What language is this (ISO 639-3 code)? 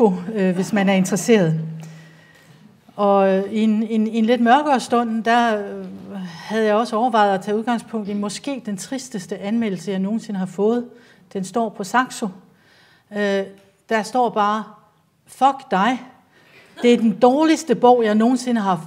dan